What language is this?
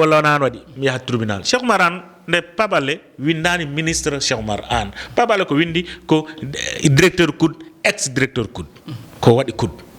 Fula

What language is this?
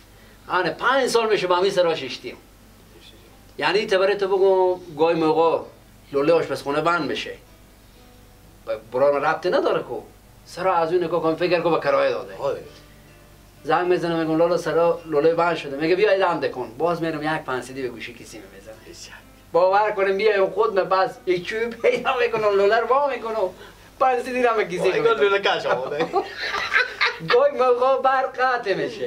Persian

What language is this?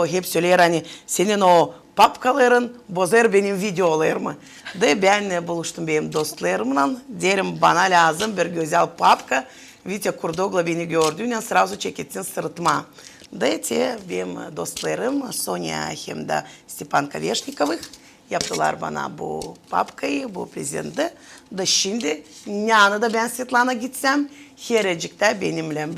Gagauz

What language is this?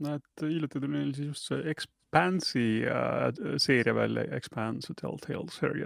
Estonian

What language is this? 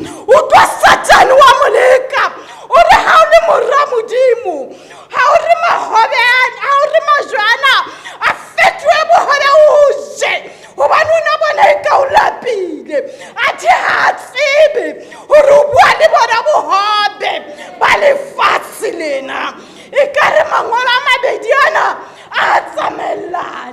Southern Sotho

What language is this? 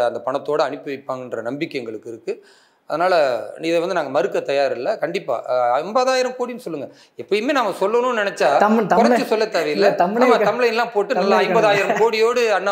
Tamil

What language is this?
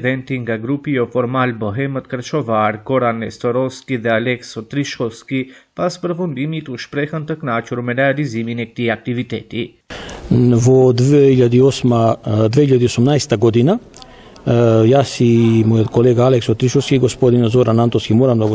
Albanian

